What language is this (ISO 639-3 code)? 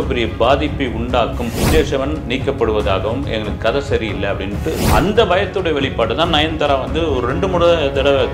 tam